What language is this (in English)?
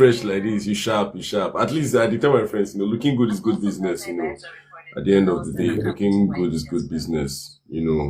Nigerian Pidgin